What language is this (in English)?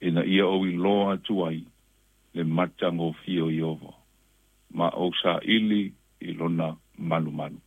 Samoan